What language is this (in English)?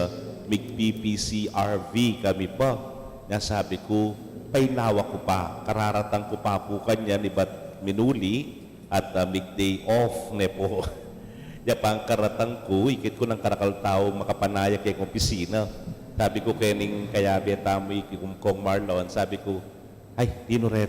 Pampanga